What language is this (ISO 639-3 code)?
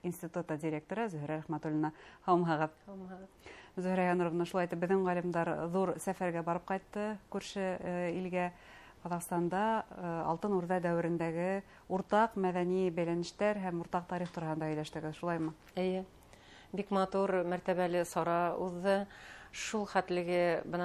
bak